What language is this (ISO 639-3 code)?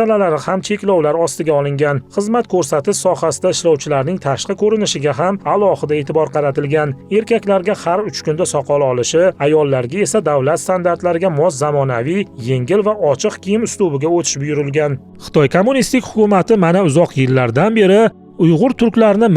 uzb